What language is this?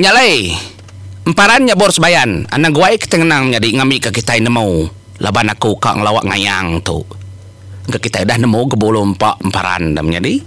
Iban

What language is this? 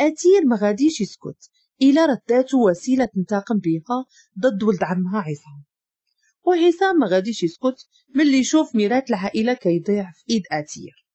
Moroccan Arabic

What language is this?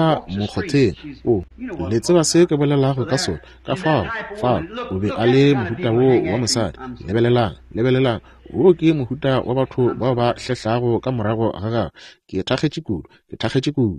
Northern Sotho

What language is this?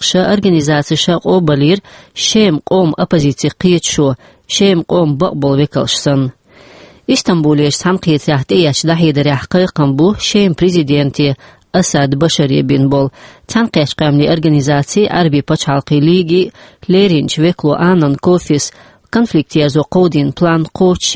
Chechen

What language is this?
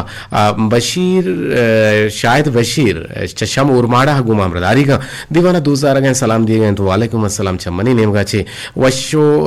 Eastern Balochi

